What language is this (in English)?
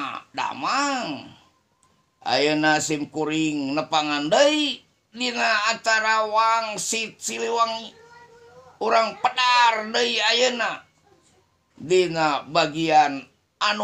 Sundanese